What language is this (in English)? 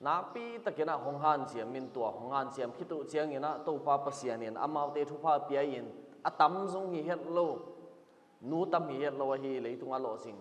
Tedim Chin